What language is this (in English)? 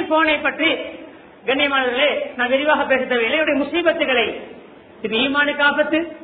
Tamil